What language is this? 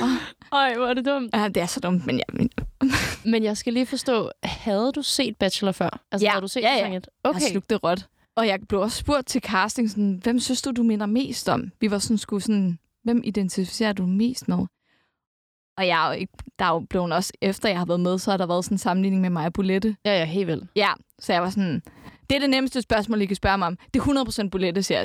Danish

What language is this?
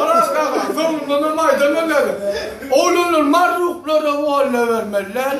Turkmen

